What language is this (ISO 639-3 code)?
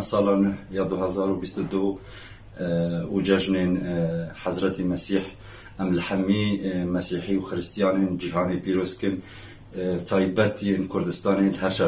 kur